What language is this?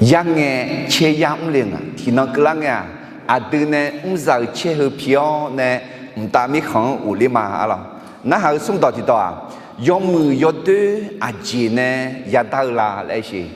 Akha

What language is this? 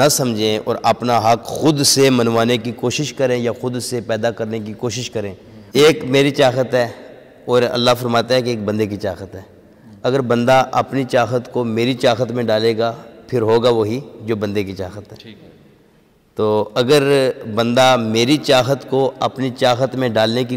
Urdu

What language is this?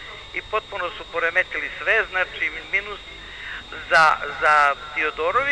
Serbian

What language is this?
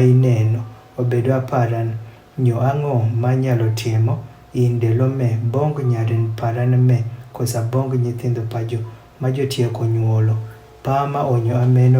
Adhola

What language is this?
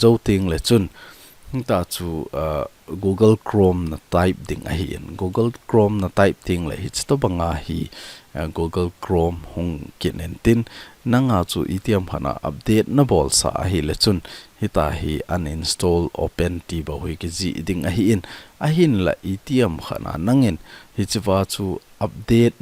Thado Chin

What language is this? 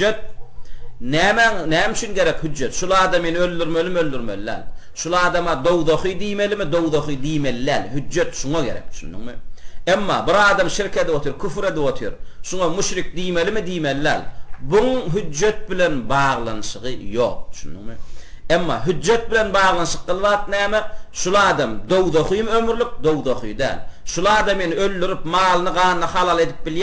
Turkmen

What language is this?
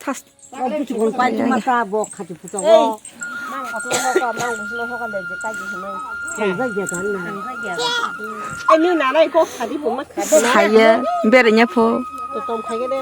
Kok Borok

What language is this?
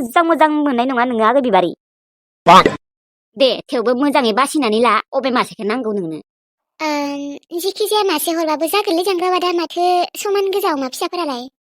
Bodo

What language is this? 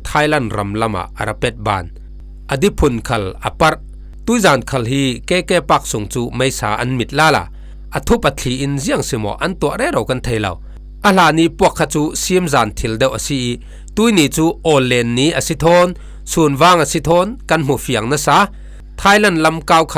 Falam Chin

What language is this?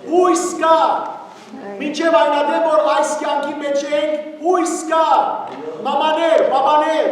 Western Armenian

